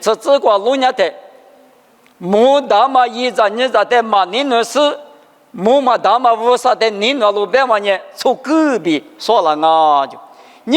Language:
Lisu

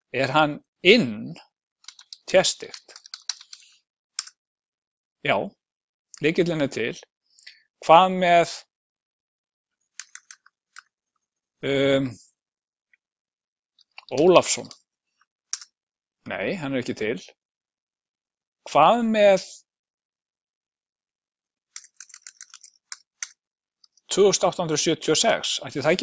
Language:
Icelandic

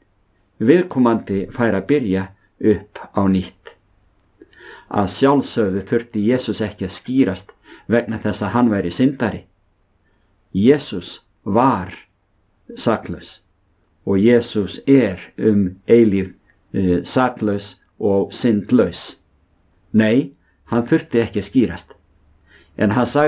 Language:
Icelandic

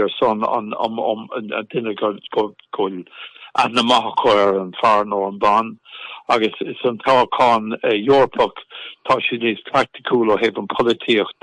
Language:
Irish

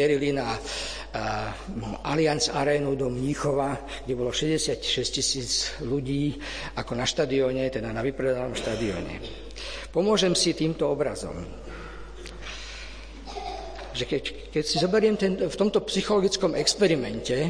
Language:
Slovak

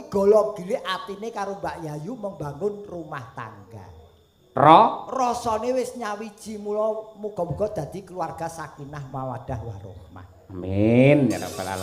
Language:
Javanese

